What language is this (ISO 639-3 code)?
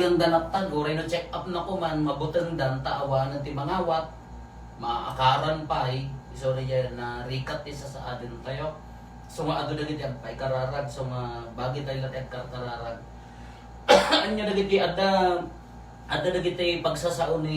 ilo